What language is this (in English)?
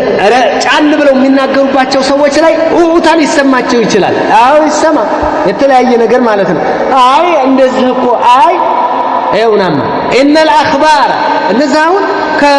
Amharic